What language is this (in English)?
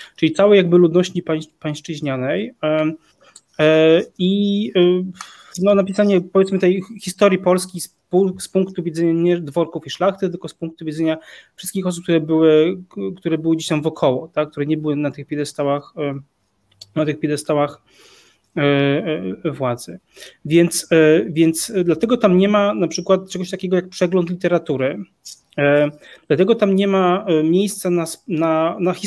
Polish